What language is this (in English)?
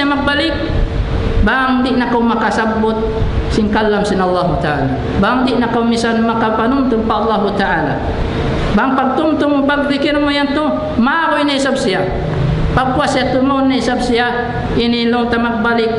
Tausug